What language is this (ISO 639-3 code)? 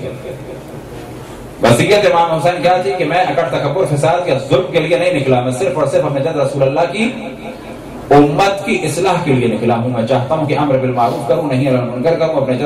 urd